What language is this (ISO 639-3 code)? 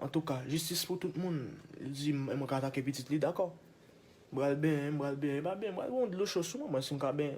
hat